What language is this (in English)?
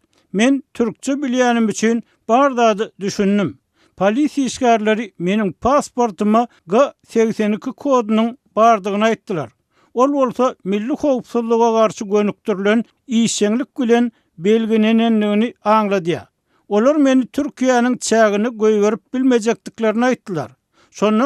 Turkmen